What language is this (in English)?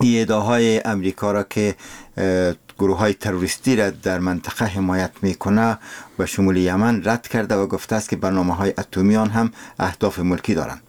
Persian